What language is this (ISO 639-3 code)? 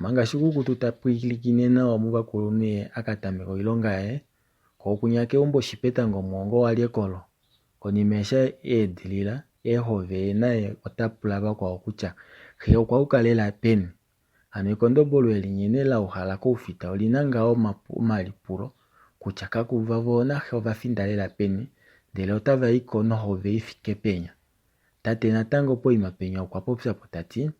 kua